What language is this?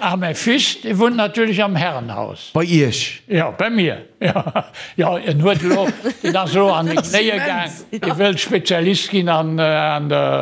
Luxembourgish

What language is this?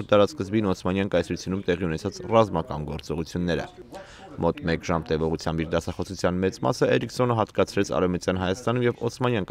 Armenian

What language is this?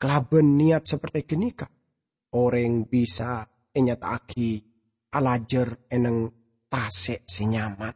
Madurese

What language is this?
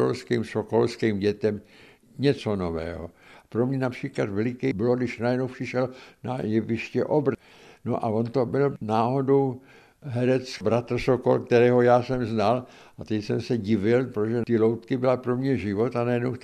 Czech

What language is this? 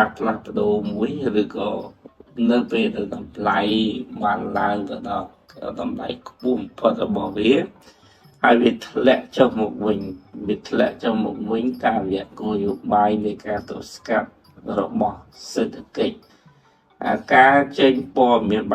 Khmer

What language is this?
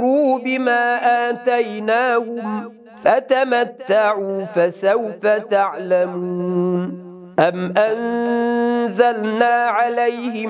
Arabic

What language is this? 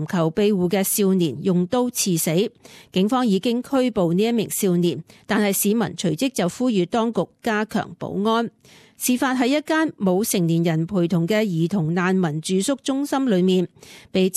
Cantonese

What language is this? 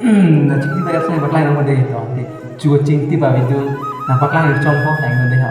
Karbi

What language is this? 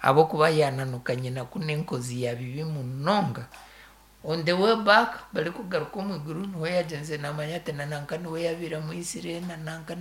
Nyankole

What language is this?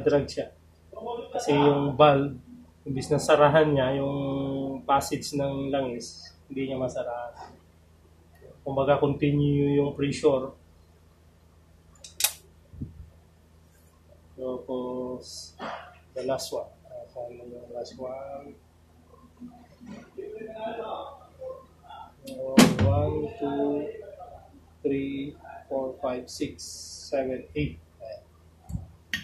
Filipino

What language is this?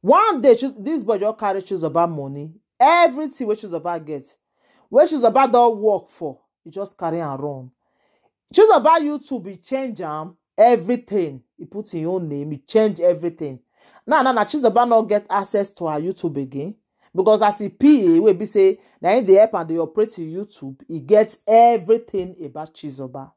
Nigerian Pidgin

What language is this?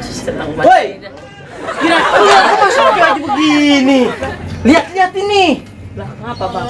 Betawi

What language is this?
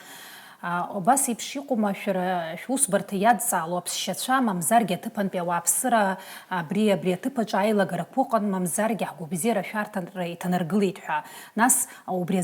Abkhazian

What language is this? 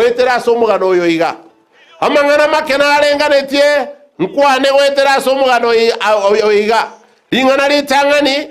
Gusii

